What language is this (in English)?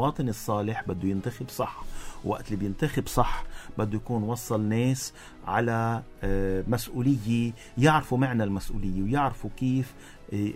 North Levantine Arabic